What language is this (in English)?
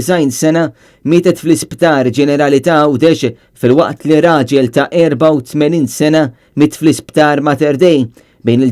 Maltese